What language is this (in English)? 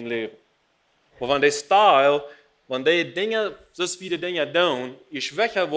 Plautdietsch